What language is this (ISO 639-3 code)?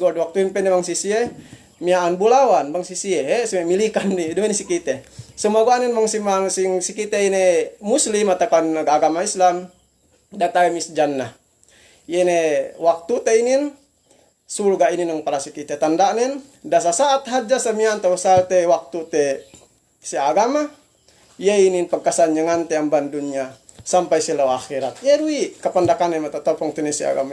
yka